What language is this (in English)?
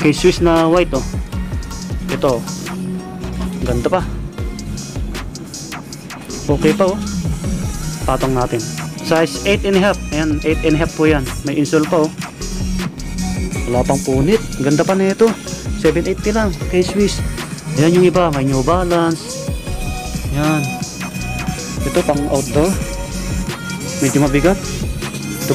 Filipino